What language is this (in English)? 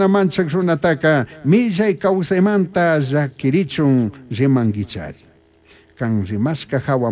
Chimborazo Highland Quichua